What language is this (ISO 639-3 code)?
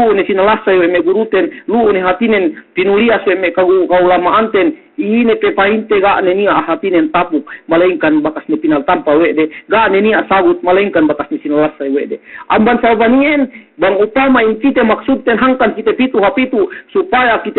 yka